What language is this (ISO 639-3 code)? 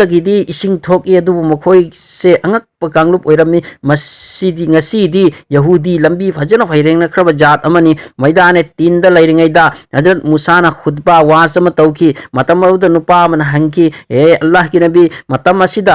mni